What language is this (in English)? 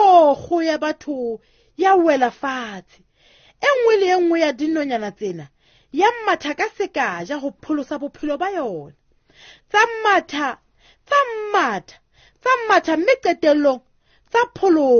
Southern Sotho